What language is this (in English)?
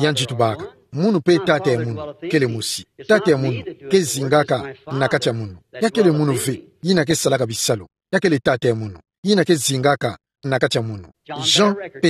Kituba (Democratic Republic of Congo)